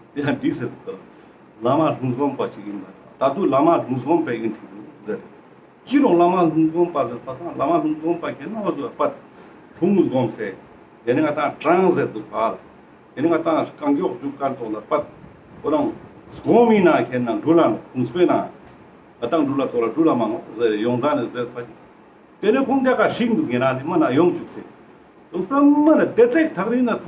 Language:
Ladakhi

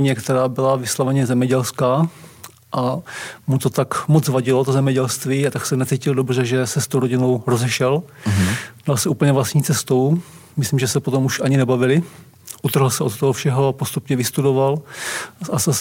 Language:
Czech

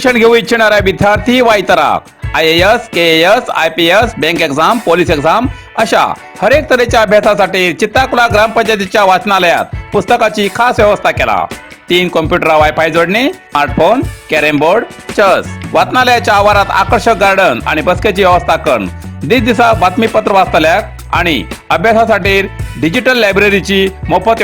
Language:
Konkani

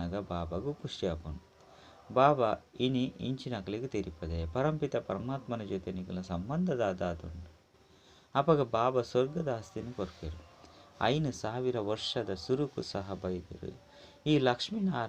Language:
Tulu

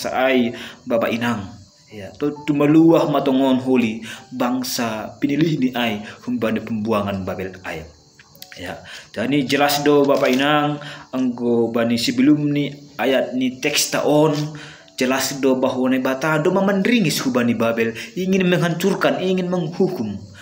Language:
Batak Simalungun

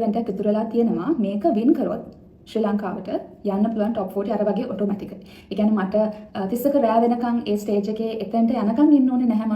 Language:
Sinhala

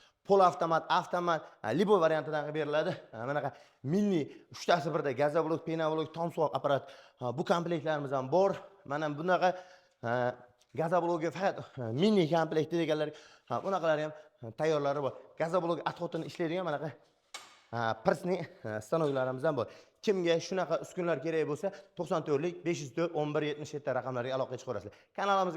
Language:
Uzbek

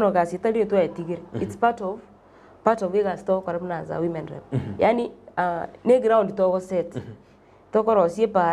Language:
Gusii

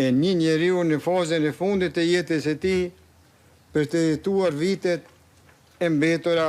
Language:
Albanian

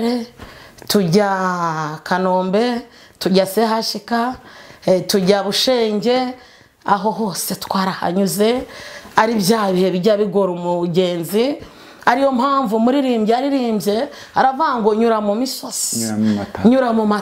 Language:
Kinyarwanda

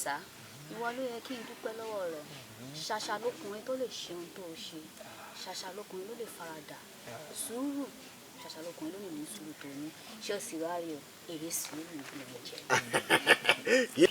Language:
Yoruba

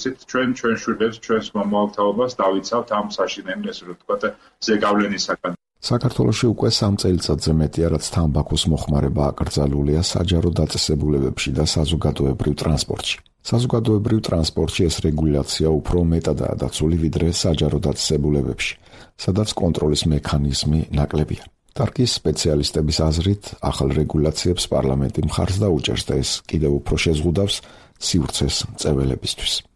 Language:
Georgian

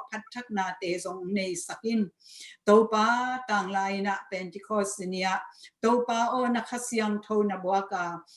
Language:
Tedim Chin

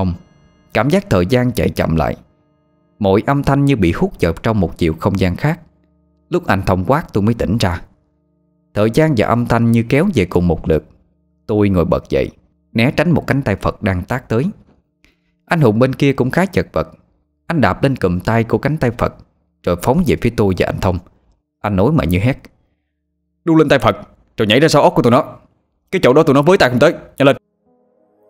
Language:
Vietnamese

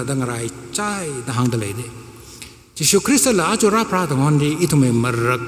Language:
Tangkhul Naga (India)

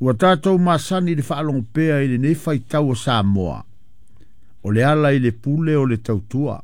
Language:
Samoan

